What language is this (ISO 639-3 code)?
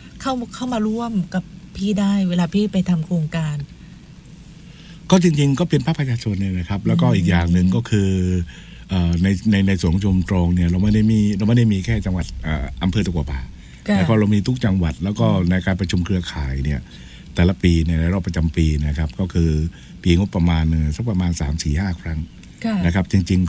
tha